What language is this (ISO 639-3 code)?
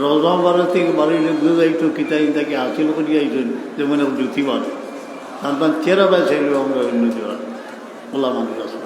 syl